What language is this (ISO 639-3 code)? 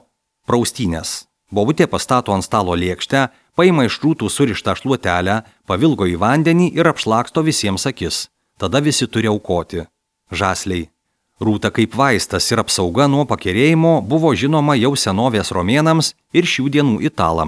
lit